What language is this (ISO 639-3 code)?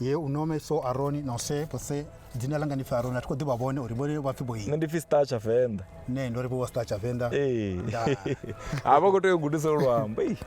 ven